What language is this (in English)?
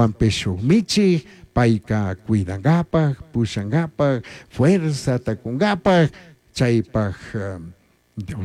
Chimborazo Highland Quichua